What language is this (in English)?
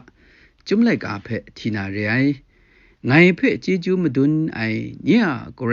Kachin